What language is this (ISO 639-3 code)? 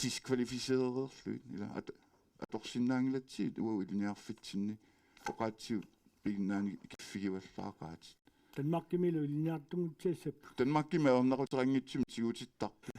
kal